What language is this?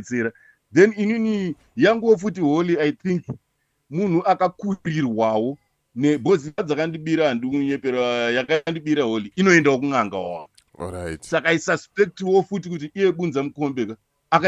Shona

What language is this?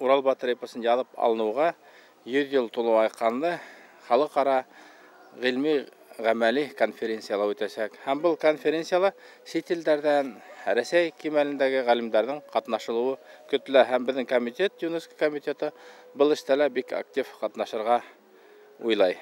Bashkir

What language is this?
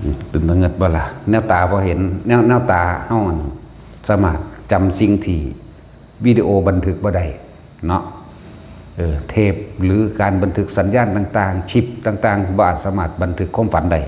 Northeastern Thai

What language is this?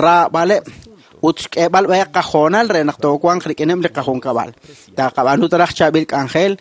Kekchí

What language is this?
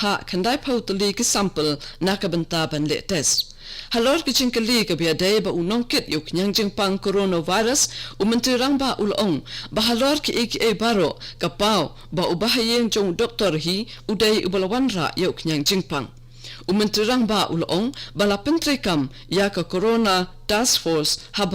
Khasi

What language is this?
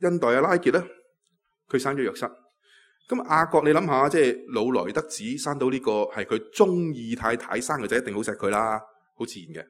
Cantonese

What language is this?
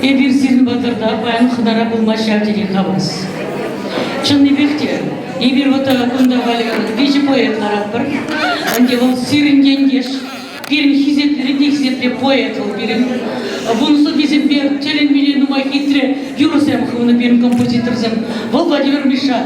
Chuvash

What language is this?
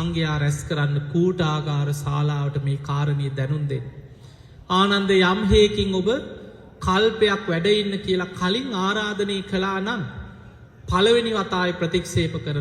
Sinhala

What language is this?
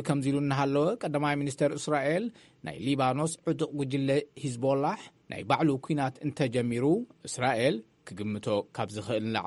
Tigrinya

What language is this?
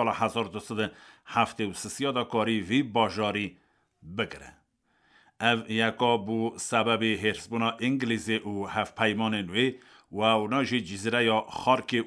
Kurdish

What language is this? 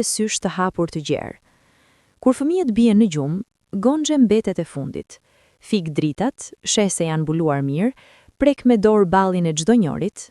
Albanian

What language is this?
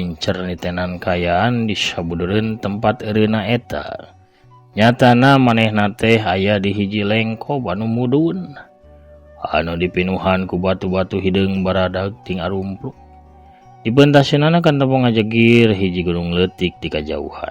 Sundanese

